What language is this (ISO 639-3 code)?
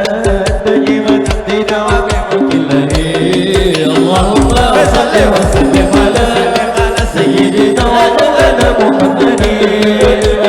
bjn